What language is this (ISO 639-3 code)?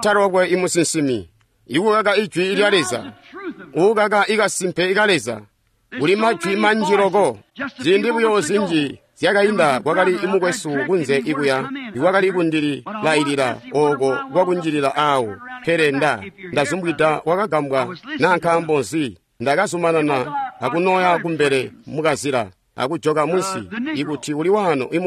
toi